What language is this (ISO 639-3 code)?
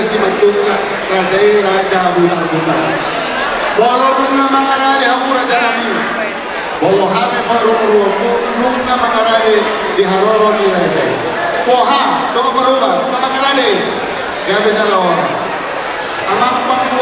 bbc